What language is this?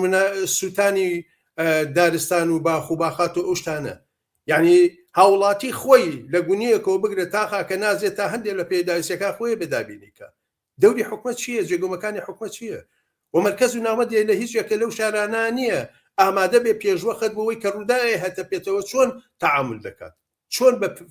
Central Kurdish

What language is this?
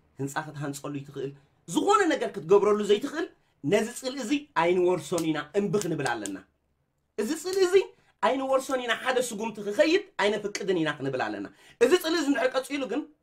Tigrinya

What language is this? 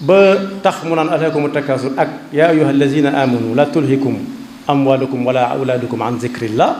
Wolof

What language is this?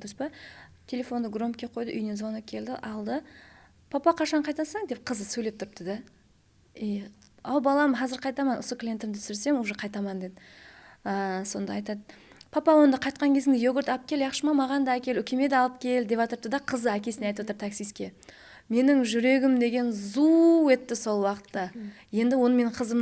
Kara-Kalpak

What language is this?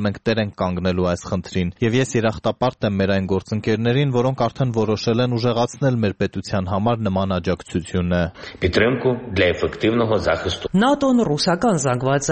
Armenian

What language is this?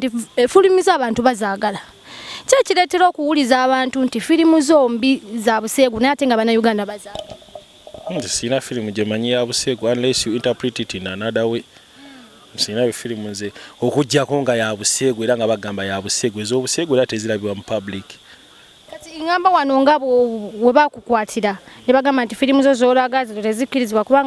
Ganda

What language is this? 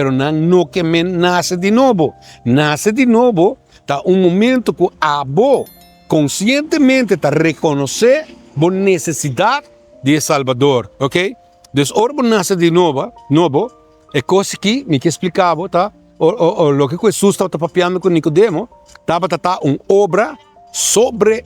Papiamento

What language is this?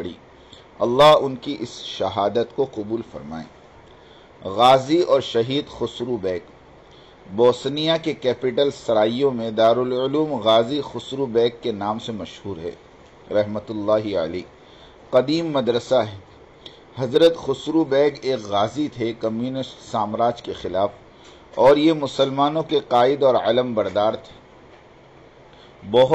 Urdu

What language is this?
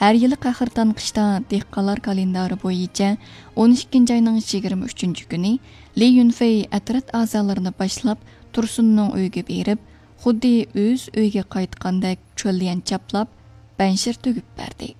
Uyghur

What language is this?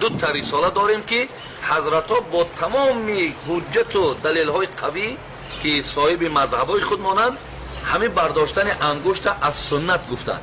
Tajik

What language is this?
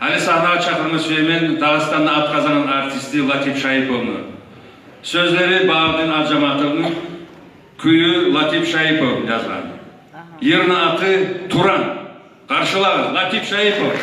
Kumyk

